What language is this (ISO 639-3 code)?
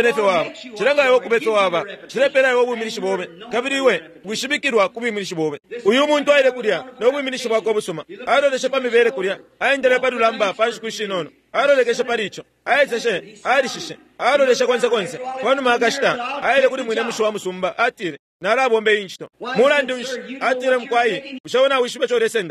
bem